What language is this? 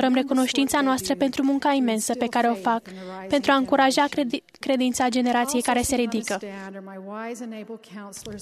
Romanian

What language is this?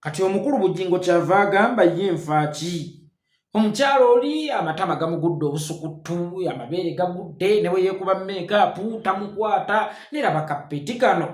Ganda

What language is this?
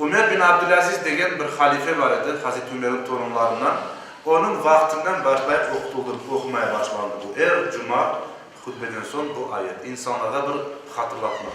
Crimean Tatar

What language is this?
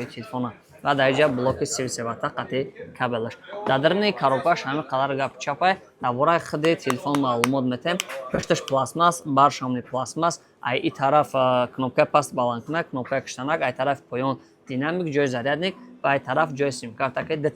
Tajik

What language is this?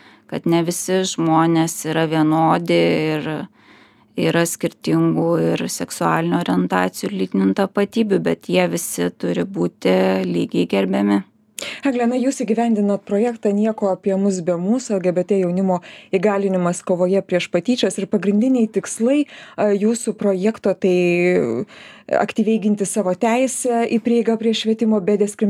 Lithuanian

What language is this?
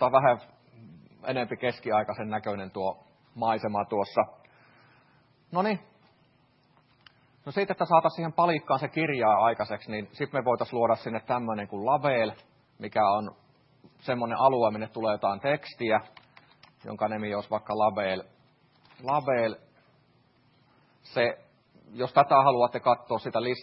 Finnish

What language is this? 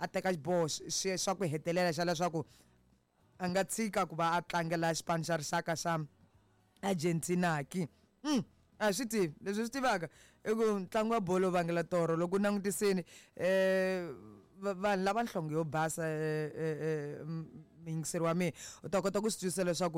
Tsonga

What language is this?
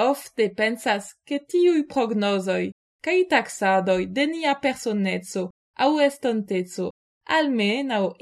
Esperanto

